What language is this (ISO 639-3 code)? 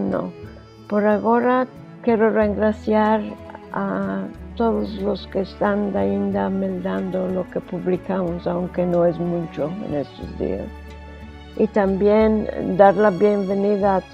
lad